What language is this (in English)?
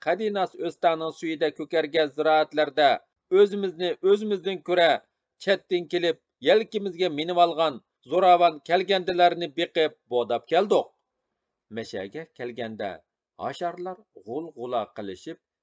Uyghur